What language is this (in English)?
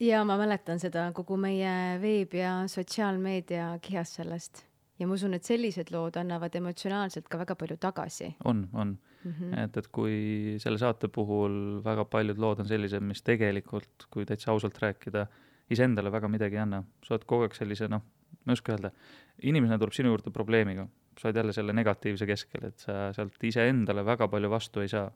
Estonian